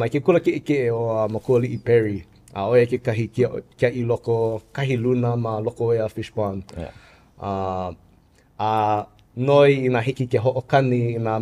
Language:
Hawaiian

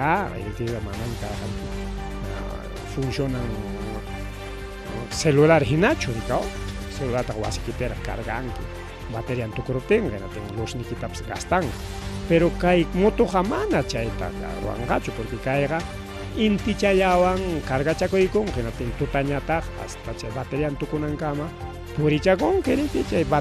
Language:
Ayacucho Quechua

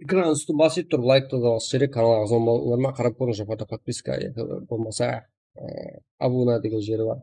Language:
Kara-Kalpak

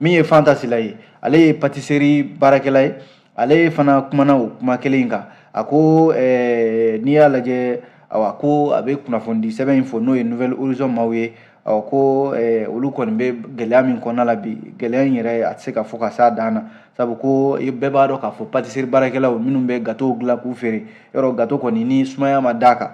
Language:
Bambara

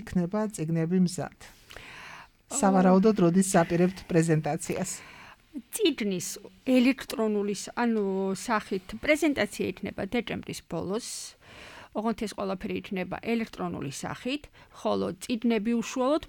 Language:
Georgian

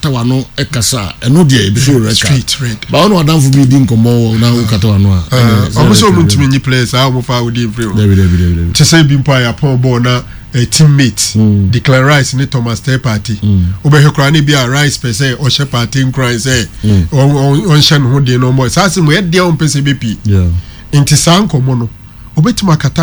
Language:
Akan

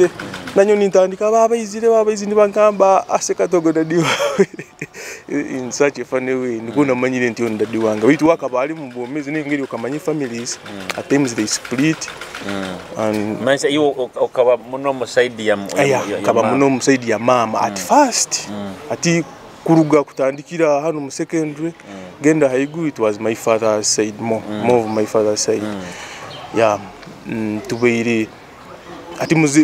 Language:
Nyoro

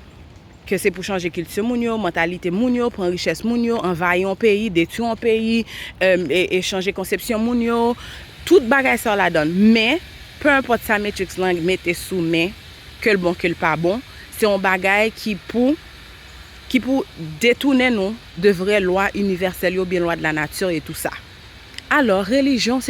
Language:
Haitian Creole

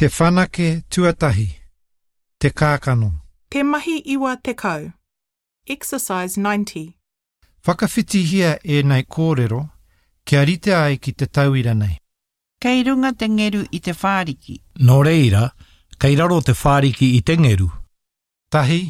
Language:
Māori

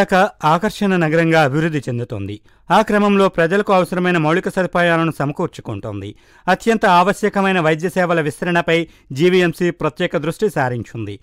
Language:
Telugu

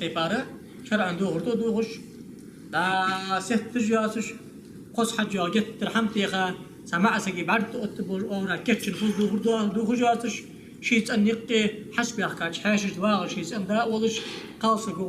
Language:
Ingush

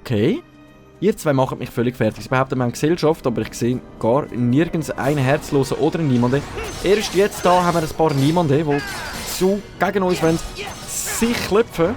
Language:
Swiss German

